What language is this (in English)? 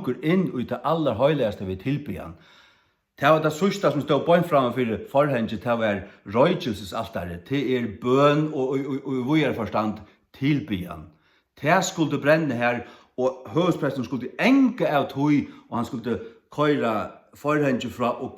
Faroese